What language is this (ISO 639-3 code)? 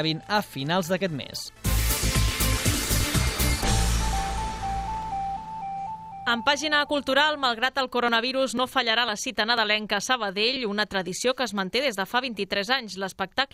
cat